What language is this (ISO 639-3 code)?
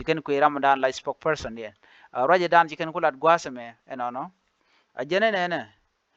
nus